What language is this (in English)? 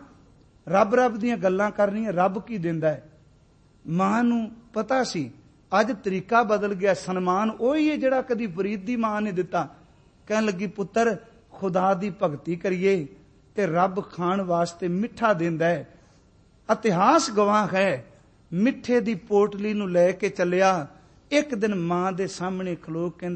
Punjabi